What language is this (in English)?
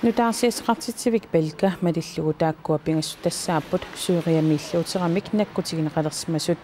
Kalaallisut